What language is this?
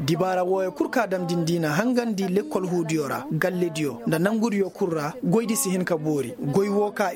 Koyraboro Senni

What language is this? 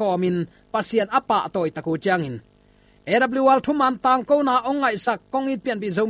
Tedim Chin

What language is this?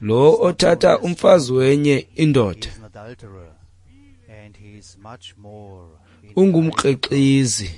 Xhosa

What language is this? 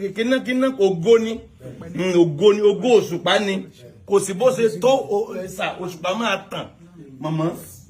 Yoruba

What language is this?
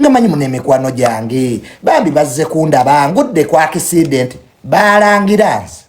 Ganda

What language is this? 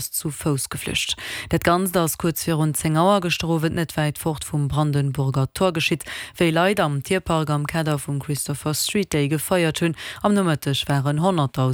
Luxembourgish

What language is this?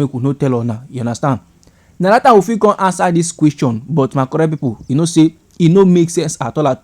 Nigerian Pidgin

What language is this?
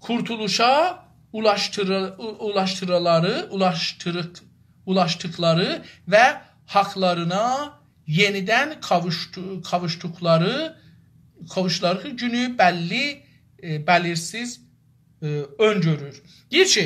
South Azerbaijani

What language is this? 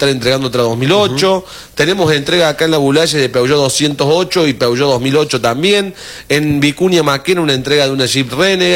Spanish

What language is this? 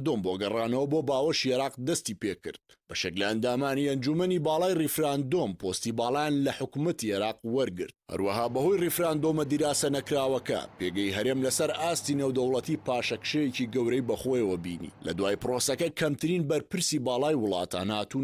Central Kurdish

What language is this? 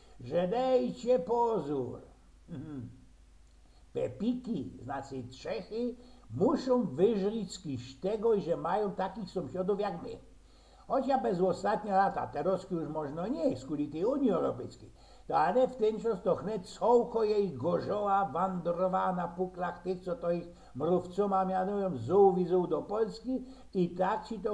Silesian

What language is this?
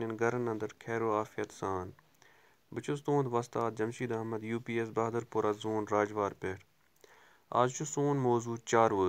Kashmiri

